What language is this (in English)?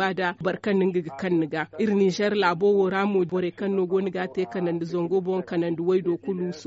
Zarma